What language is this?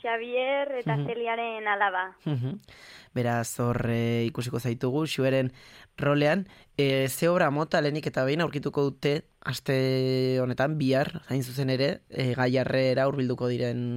Basque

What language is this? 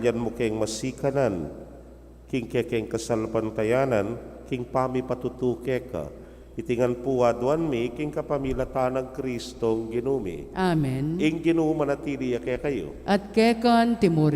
Pampanga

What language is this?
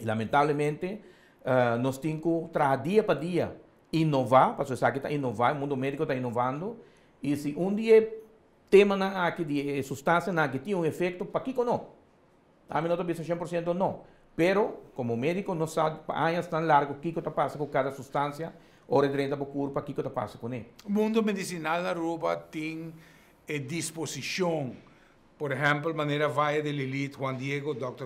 Papiamento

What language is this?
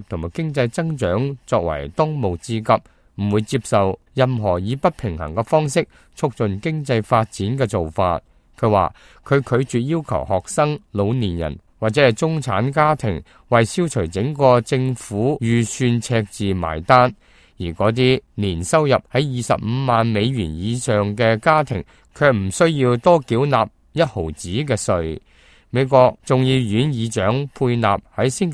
Cantonese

